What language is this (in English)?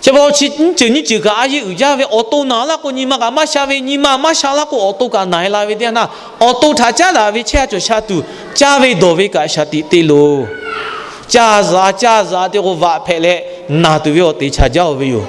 Lahu